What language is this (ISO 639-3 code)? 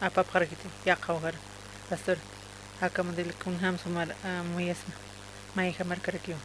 aym